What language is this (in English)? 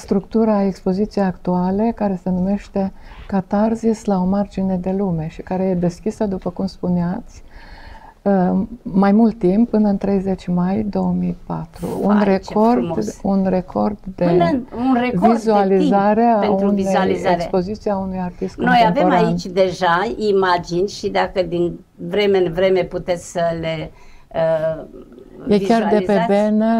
Romanian